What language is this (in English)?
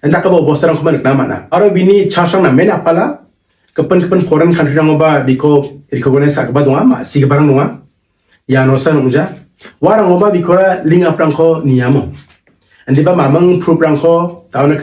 Garo